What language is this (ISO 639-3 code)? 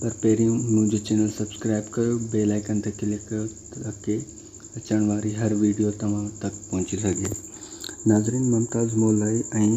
snd